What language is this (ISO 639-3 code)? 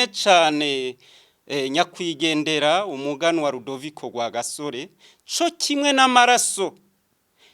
run